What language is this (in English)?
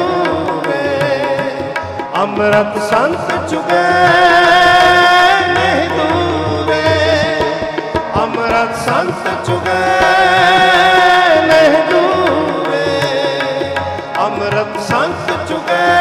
Hindi